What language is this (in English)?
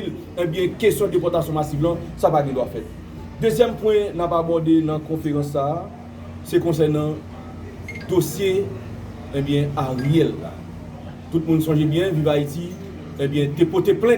Haitian Creole